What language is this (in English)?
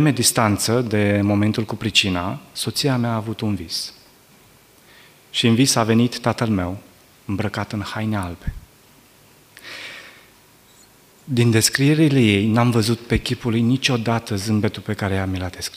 Romanian